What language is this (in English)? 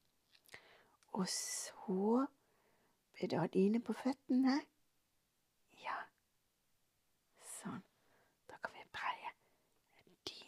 Norwegian